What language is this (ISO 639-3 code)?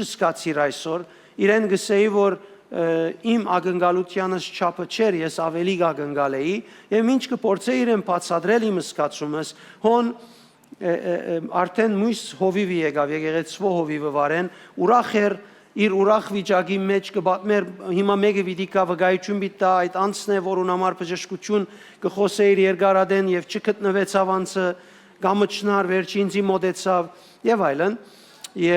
hyw